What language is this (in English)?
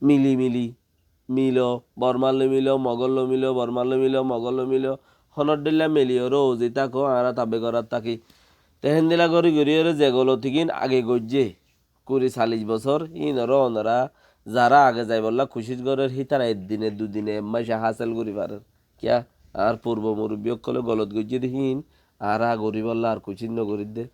Rohingya